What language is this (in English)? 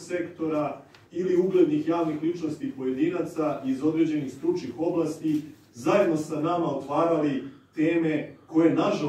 Serbian